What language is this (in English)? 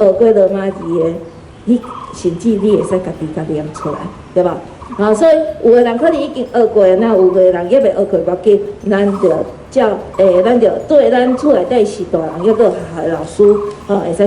Min Nan Chinese